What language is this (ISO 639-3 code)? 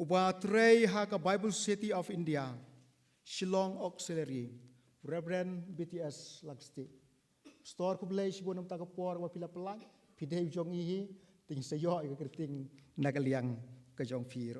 kha